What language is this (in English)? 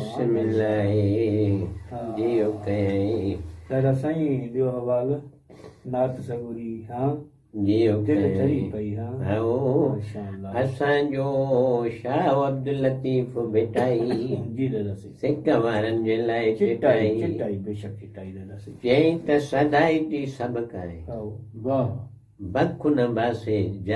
Sindhi